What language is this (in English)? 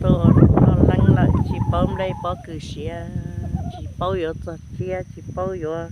Hmong